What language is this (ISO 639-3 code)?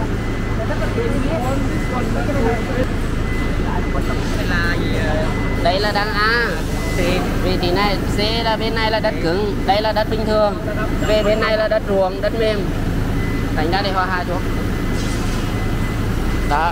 vie